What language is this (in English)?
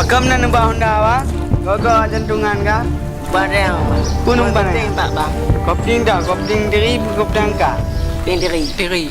Achinese